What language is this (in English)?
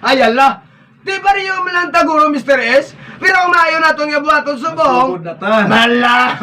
Hiligaynon